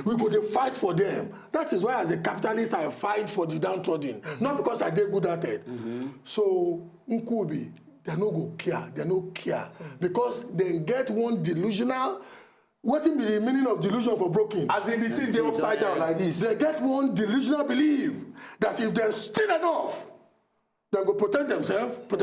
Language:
Nigerian Pidgin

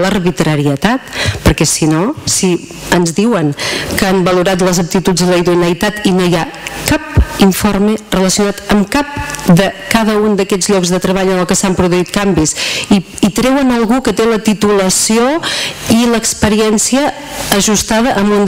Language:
Catalan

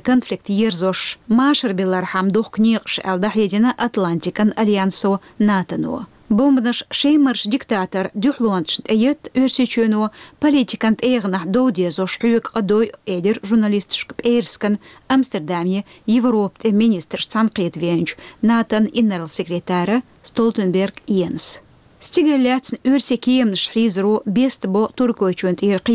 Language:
Chechen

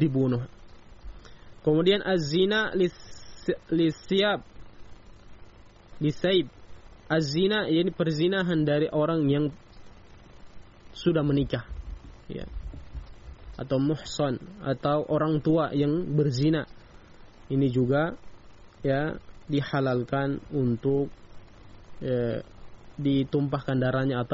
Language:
Indonesian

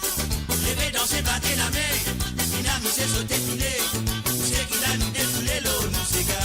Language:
Morisyen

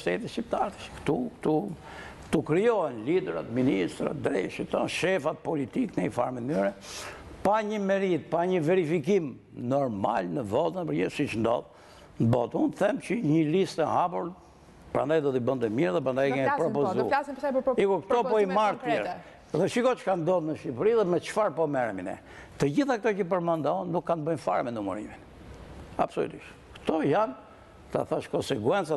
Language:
Albanian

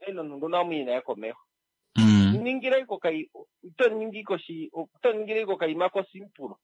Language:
Kuanyama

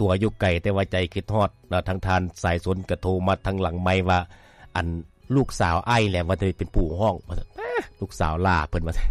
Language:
Lao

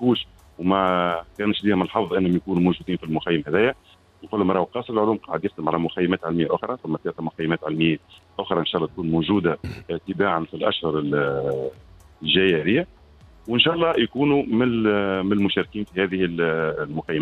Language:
Tunisian Arabic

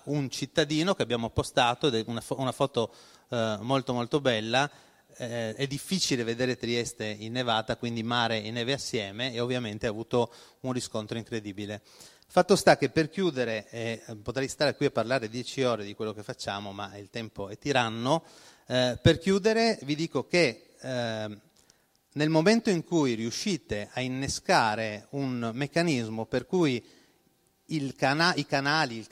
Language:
Italian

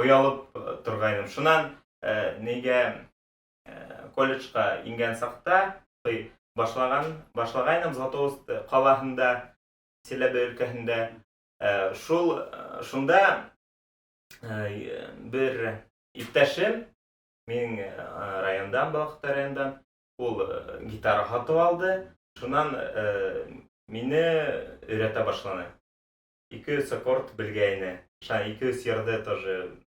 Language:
Bashkir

